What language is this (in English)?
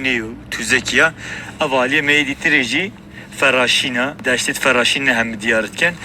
Kurdish